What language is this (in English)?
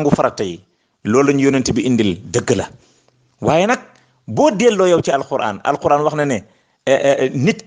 Wolof